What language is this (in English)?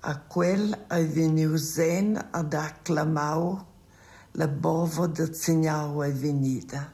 Romansh